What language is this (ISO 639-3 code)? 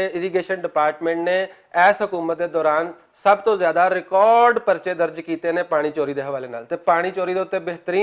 lah